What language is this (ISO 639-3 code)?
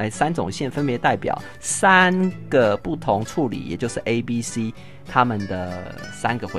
zho